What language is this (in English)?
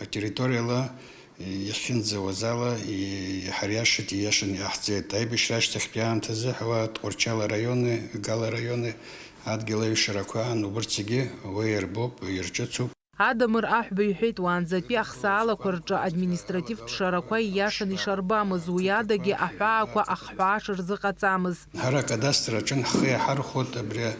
Abkhazian